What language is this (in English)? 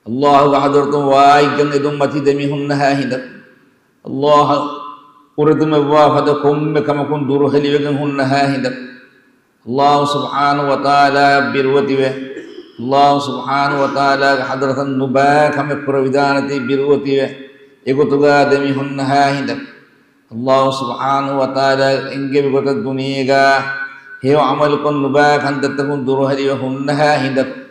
Divehi